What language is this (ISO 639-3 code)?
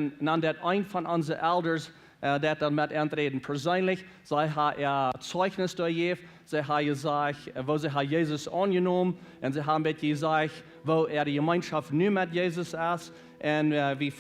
pdt